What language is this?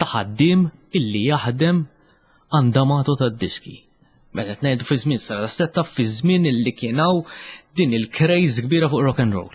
Maltese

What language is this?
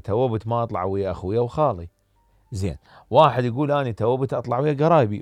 Mesopotamian Arabic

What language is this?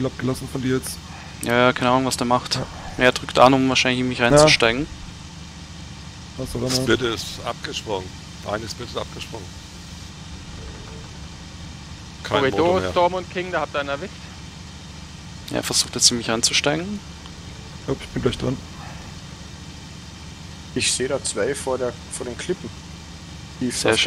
German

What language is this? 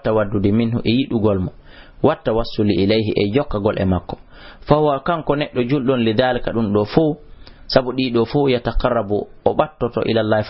Fula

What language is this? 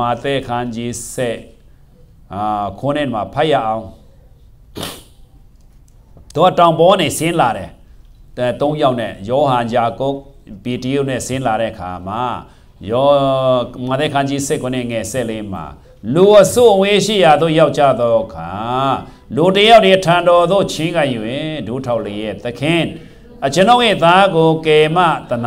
Burmese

